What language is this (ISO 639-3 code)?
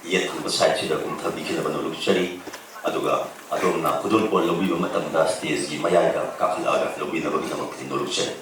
mni